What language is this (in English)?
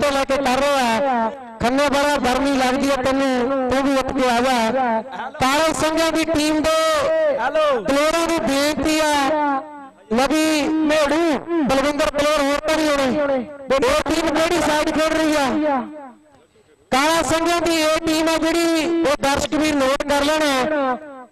Punjabi